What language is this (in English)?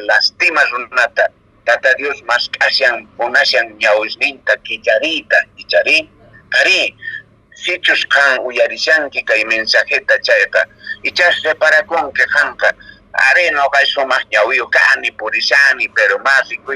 Quechua